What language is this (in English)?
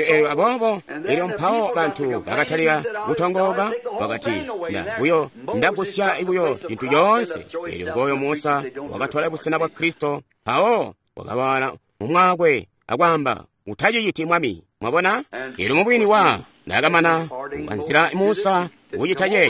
Tonga (Zambia)